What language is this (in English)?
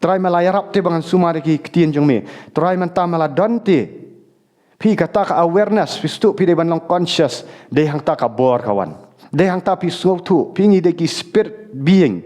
Khasi